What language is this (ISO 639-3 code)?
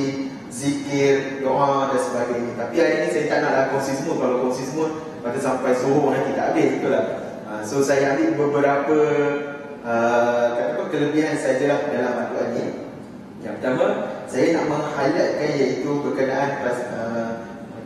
msa